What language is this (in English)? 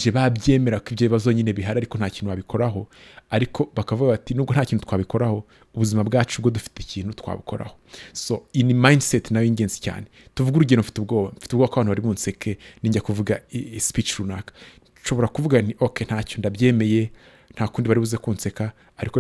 Kinyarwanda